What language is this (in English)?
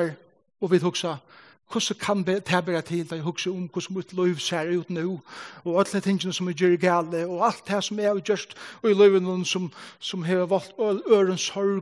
Faroese